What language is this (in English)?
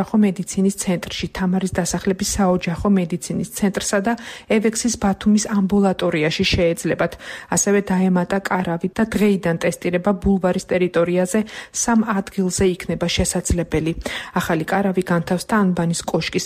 Georgian